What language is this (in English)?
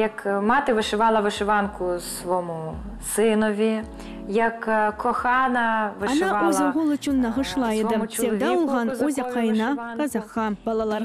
Crimean Tatar